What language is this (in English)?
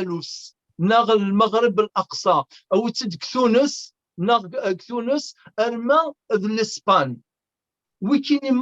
Kabyle